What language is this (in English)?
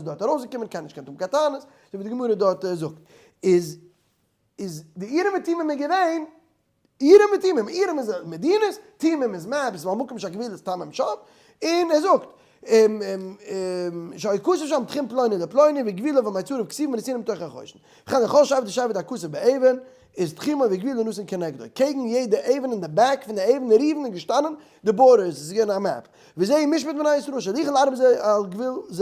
Yiddish